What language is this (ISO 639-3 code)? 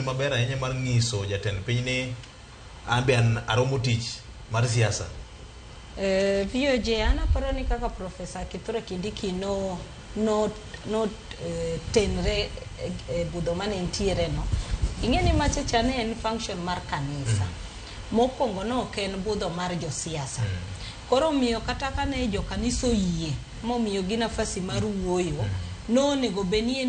luo